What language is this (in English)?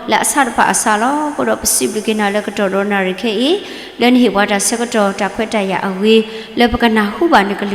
S'gaw Karen